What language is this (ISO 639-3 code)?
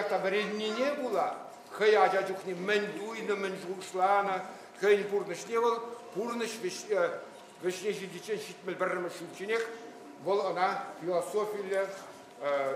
chv